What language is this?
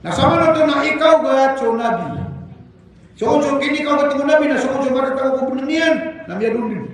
Maranao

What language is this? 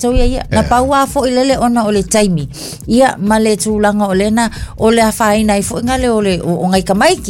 Samoan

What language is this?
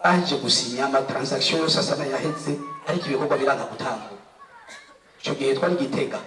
Rundi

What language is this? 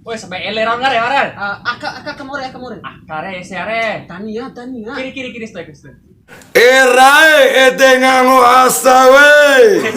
Bima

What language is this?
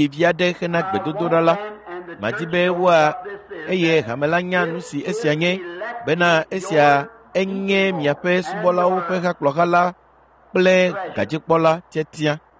Ewe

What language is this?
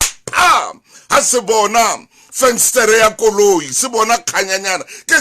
Southern Sotho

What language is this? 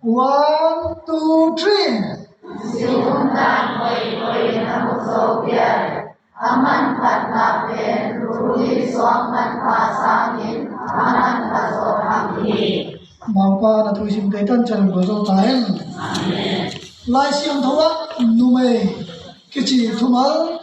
Tedim Chin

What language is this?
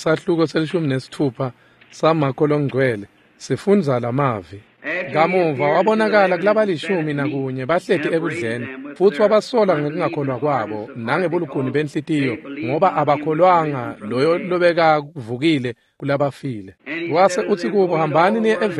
Swati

